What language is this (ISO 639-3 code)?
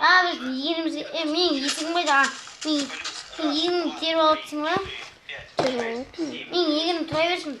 kaz